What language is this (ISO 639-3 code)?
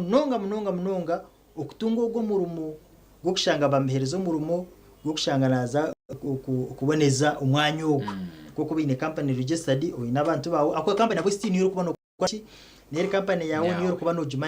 nyn